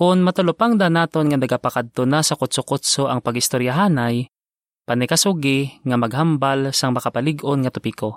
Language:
Hiligaynon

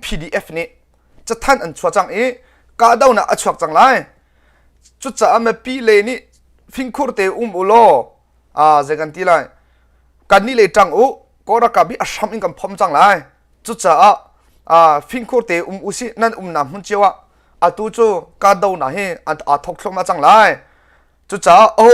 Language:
Hakha Chin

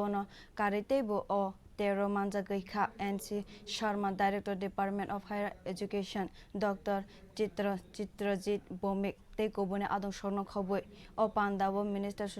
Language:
Kok Borok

